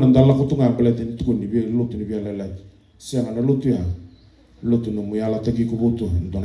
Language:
Fijian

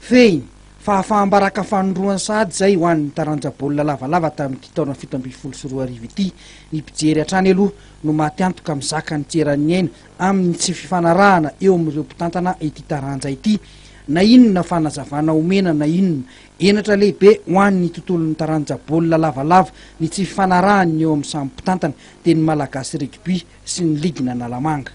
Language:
Malagasy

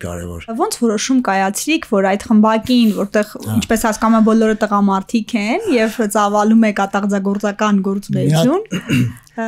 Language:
Armenian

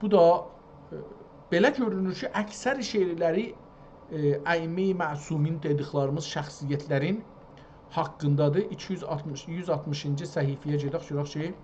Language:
South Azerbaijani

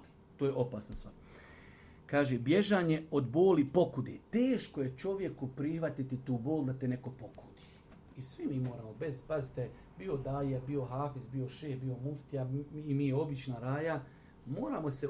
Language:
Bosnian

